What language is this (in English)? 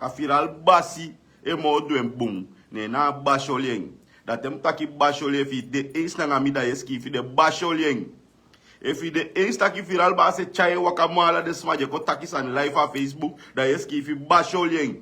Sranan Tongo